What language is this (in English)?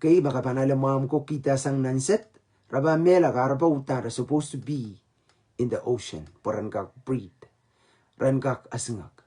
Pohnpeian